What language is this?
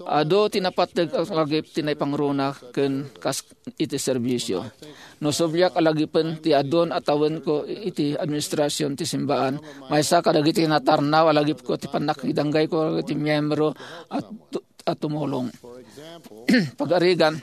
Iloko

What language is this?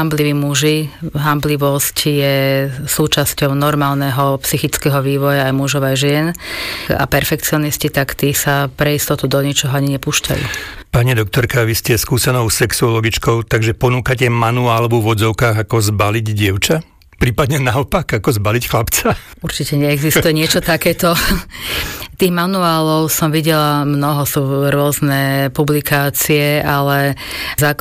Slovak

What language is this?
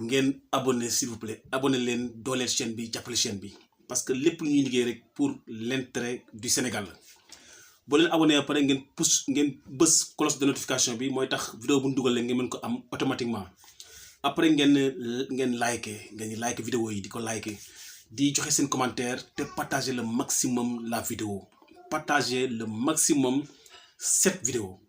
Wolof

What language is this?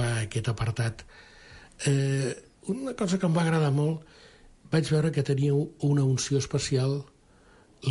Catalan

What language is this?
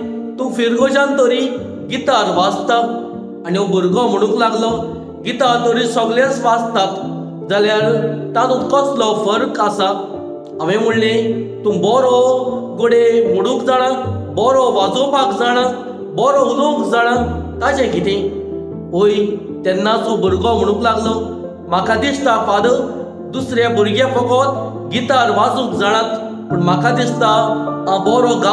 Konkani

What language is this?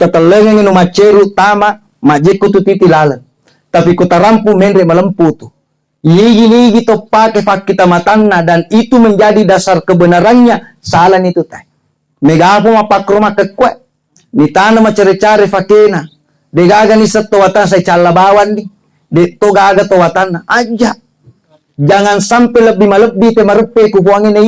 Buginese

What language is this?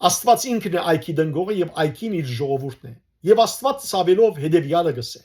Western Armenian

